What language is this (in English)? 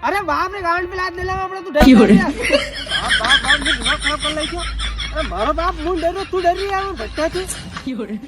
Rajasthani